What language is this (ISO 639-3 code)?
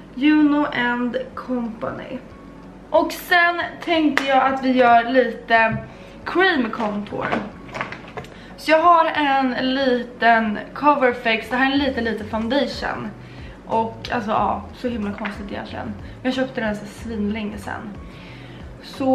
swe